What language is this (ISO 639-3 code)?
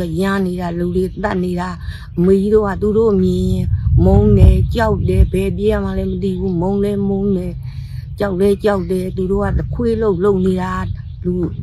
mya